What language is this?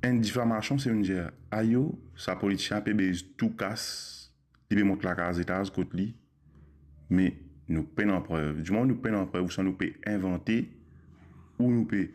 Morisyen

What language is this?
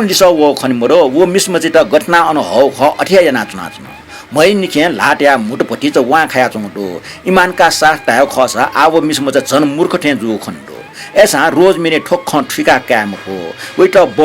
Newari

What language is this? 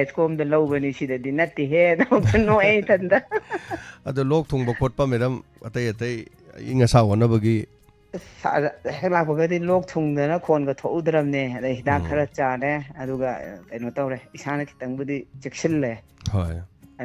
Manipuri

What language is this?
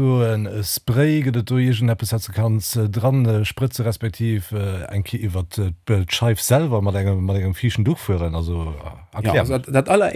Luxembourgish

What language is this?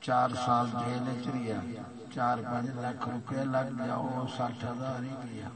Saraiki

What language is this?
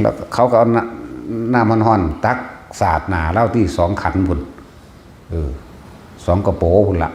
Northeastern Thai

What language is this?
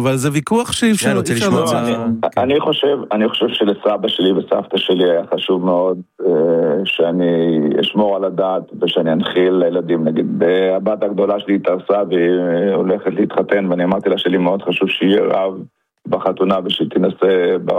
Hebrew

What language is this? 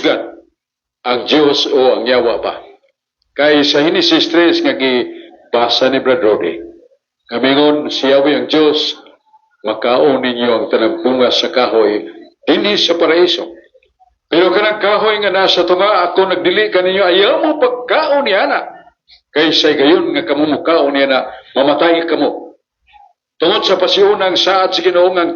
Cebuano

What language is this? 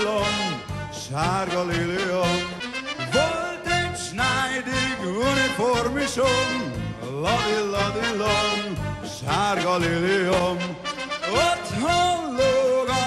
Hungarian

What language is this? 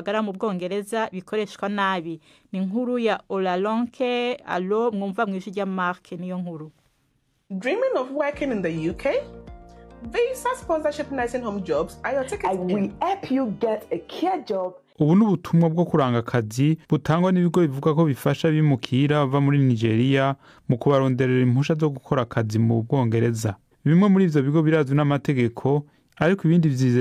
Rundi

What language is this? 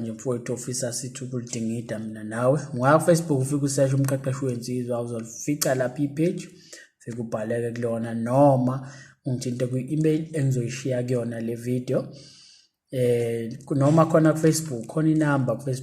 Zulu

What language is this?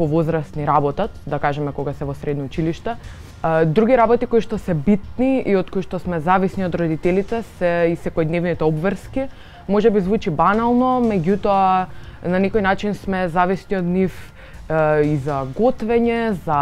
Macedonian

